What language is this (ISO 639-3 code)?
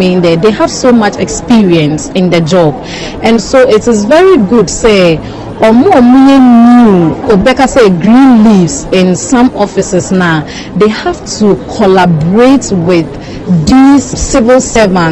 aka